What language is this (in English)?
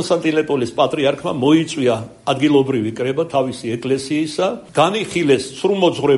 Georgian